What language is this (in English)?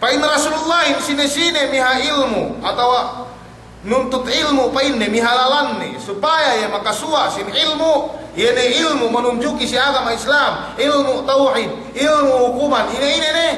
Yakan